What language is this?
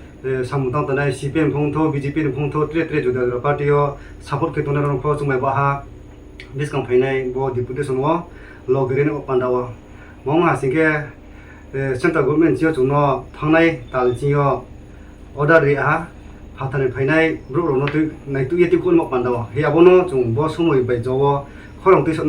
Kok Borok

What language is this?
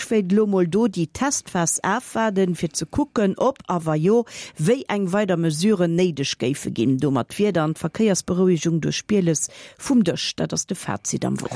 Luxembourgish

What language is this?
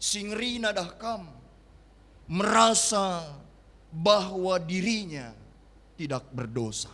Batak Karo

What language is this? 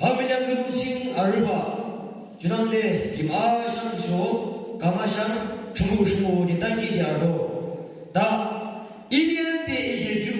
Yimchungru Naga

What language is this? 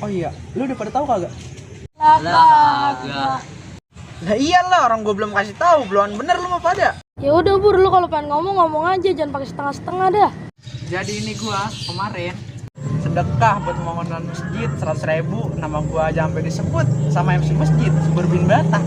Betawi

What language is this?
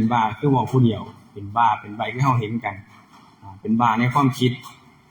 Northeastern Thai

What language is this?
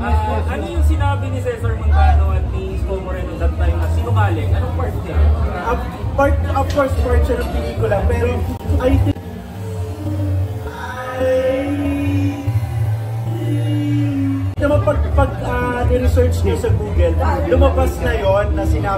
Filipino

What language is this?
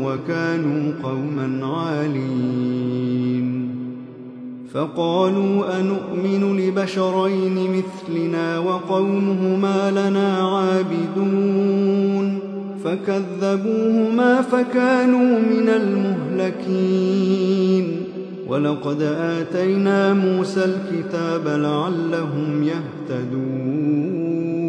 Arabic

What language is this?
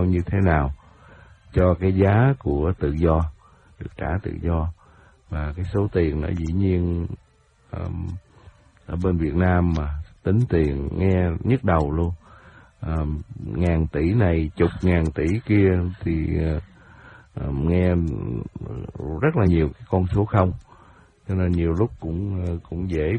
Vietnamese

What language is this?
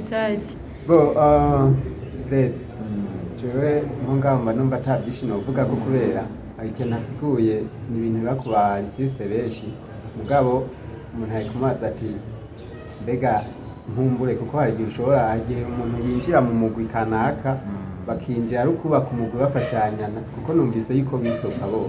Rundi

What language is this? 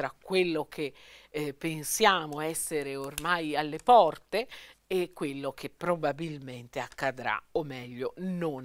Italian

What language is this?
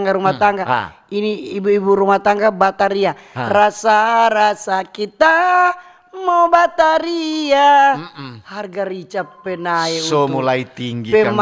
Manado Malay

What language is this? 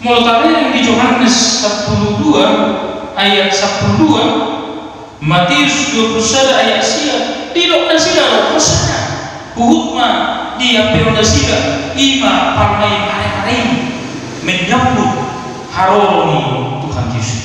Batak Toba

